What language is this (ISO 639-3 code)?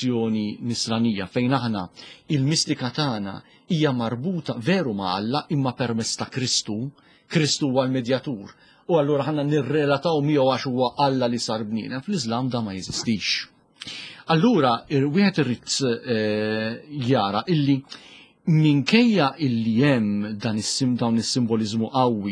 mlt